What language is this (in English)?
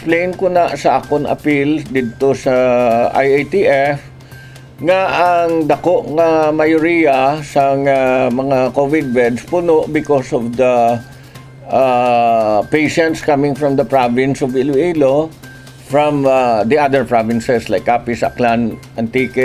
Hiligaynon